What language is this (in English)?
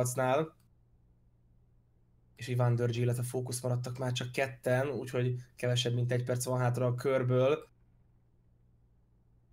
Hungarian